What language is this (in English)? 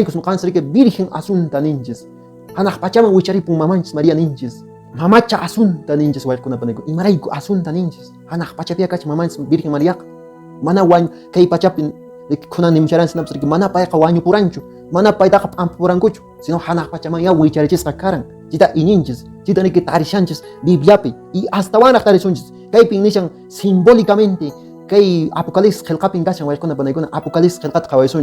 Quechua